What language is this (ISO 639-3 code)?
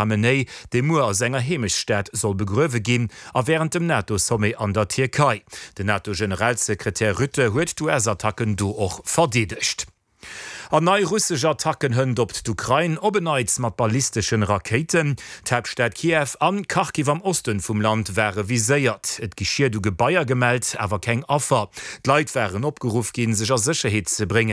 ltz